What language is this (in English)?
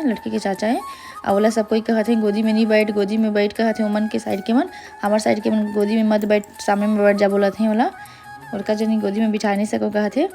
Chhattisgarhi